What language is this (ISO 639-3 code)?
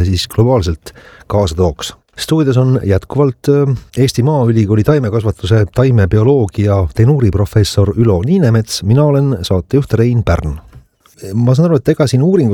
est